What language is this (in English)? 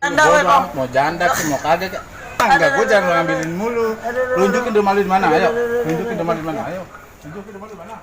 Betawi